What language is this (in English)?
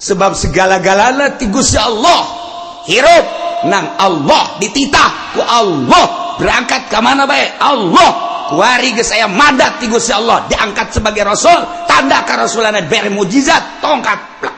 Sundanese